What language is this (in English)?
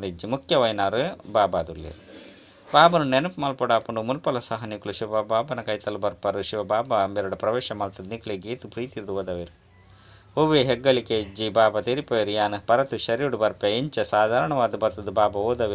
Tulu